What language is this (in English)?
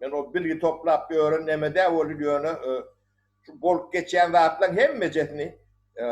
Turkmen